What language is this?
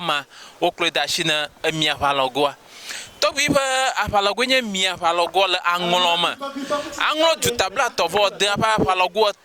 Ewe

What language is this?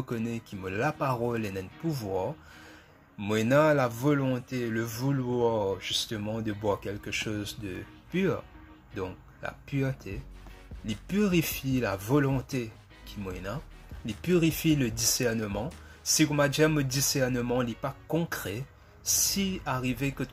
Morisyen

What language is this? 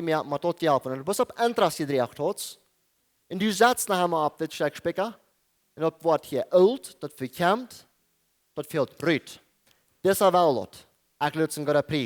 Plautdietsch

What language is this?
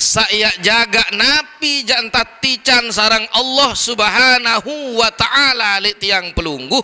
Sasak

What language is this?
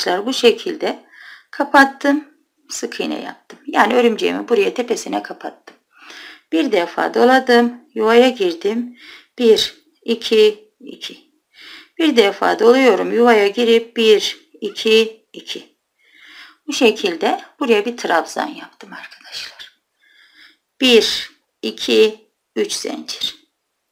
Turkish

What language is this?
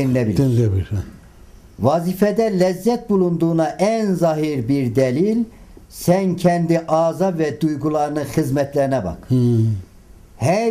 Turkish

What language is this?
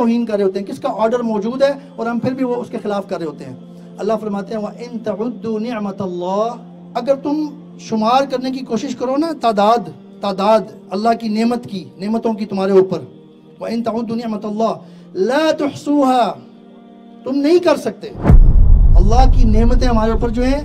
Urdu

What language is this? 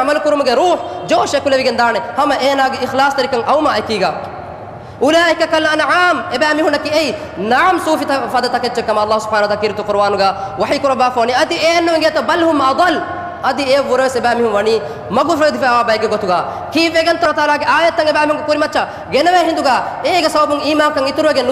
Divehi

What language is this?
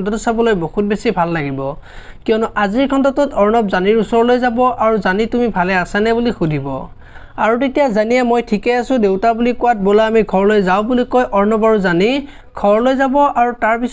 Assamese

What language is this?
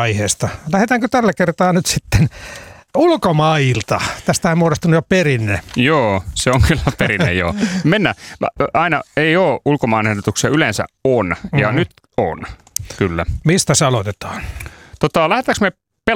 Finnish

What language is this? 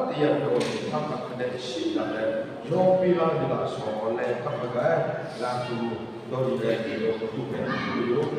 Lahu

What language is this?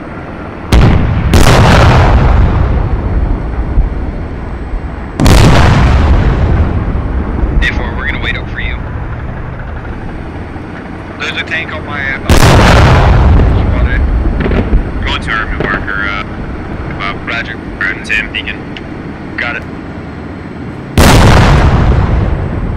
English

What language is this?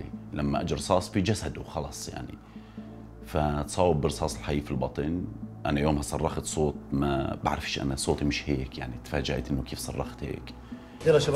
North Levantine Arabic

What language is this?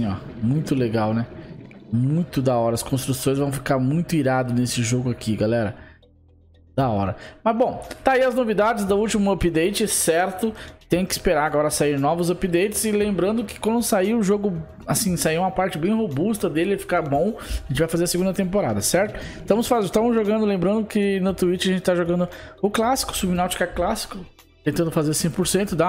Portuguese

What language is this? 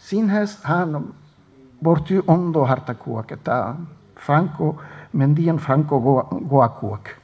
Basque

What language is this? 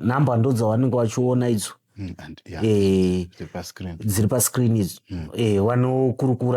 Shona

